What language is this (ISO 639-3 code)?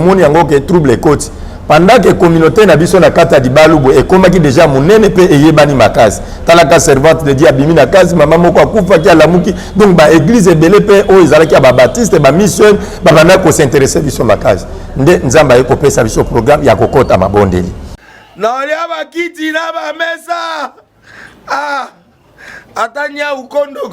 lin